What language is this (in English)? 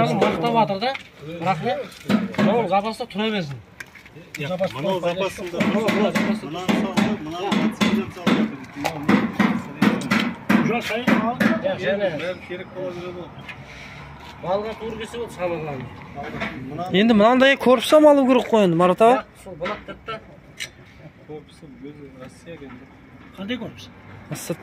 Kazakh